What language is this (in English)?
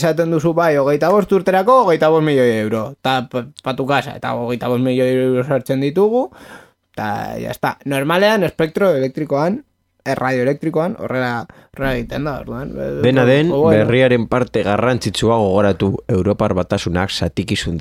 Basque